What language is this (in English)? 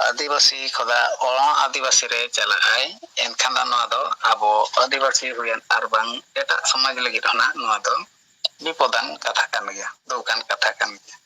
Santali